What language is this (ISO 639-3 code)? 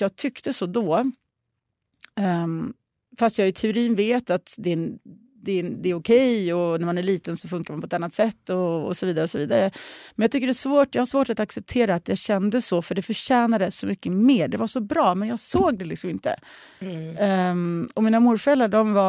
swe